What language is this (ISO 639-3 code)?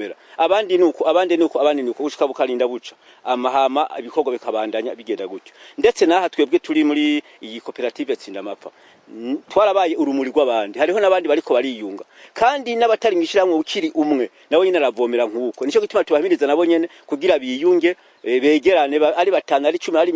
run